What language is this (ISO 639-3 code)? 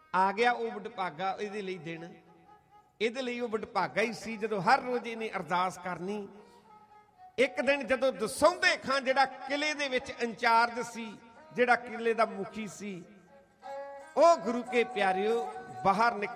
pan